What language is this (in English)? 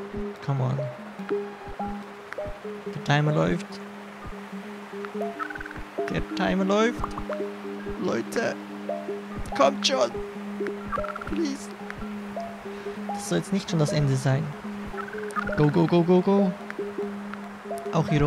German